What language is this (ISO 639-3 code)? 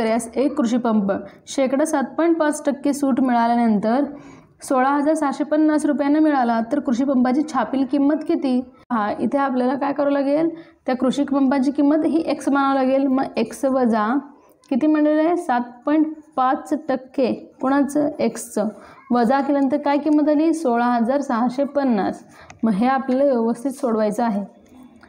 mar